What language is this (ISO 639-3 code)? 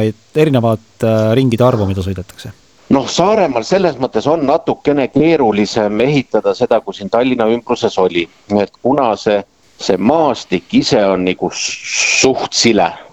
est